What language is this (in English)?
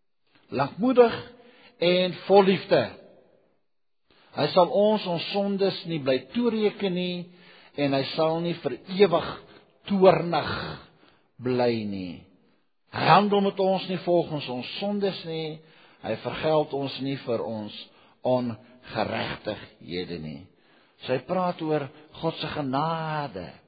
Afrikaans